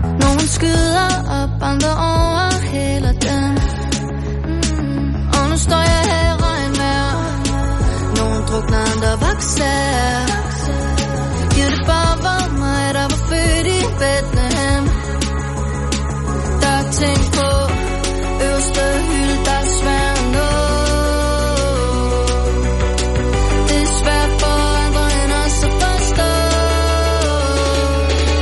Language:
Danish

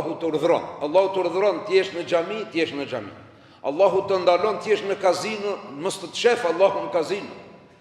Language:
Albanian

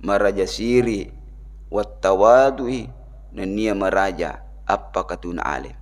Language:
Buginese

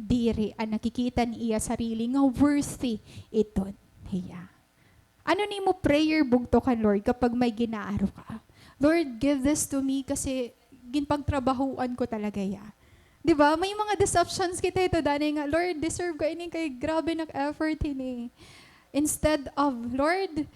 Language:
Waray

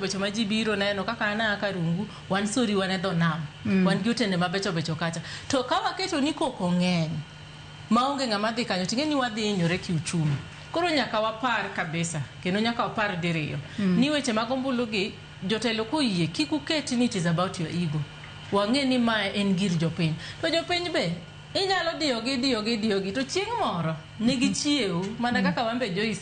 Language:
Luo (Kenya and Tanzania)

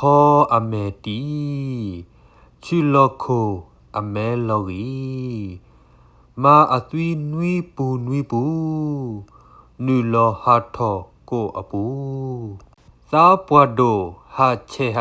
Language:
S'gaw Karen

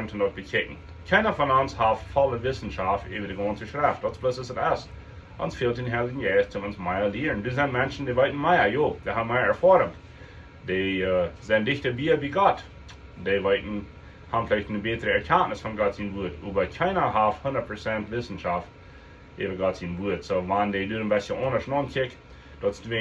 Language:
Plautdietsch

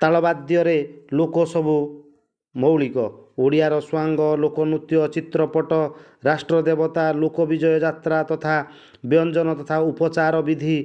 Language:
Odia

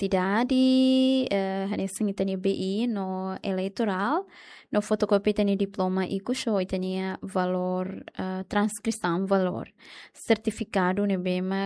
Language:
Tetum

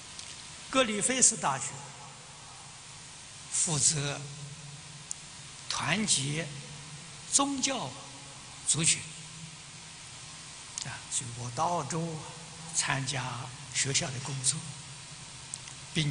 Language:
Chinese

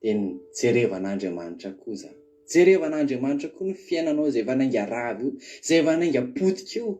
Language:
Malagasy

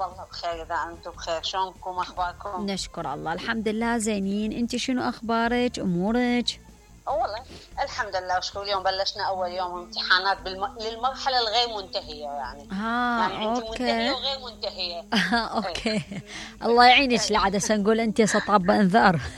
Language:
Mesopotamian Arabic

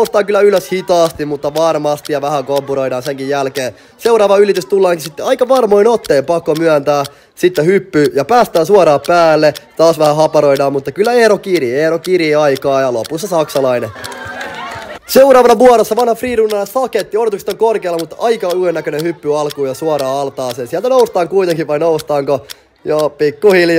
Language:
Finnish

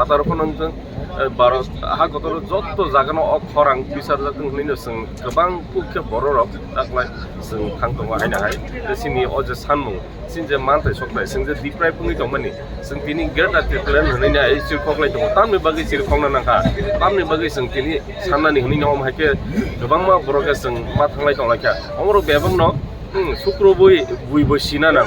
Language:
Kok Borok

